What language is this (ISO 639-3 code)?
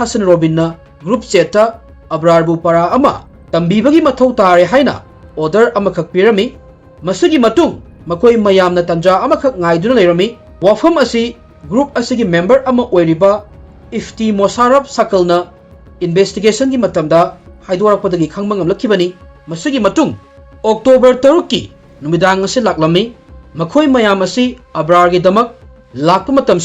mni